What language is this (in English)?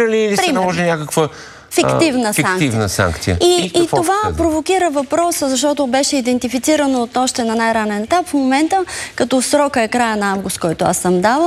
Bulgarian